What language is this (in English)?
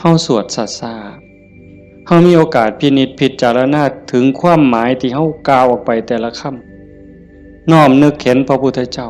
Northeastern Thai